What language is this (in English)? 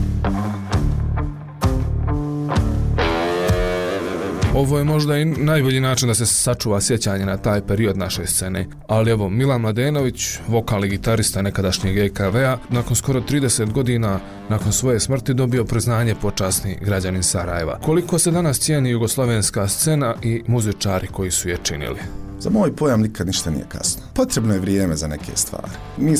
Bosnian